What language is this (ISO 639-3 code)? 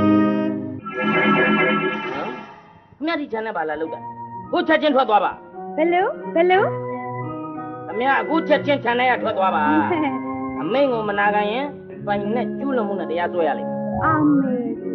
mya